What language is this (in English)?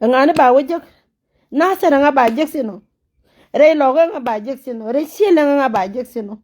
Nuer